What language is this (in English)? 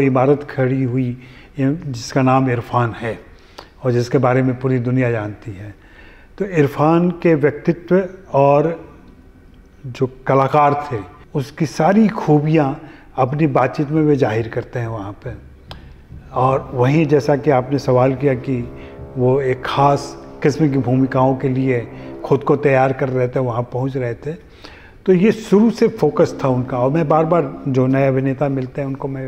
Hindi